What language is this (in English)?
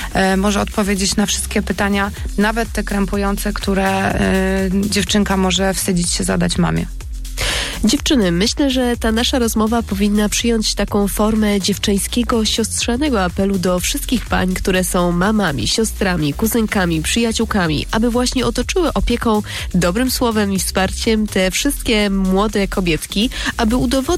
Polish